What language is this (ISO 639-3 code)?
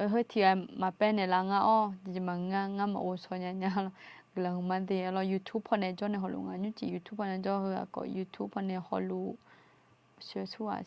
ahk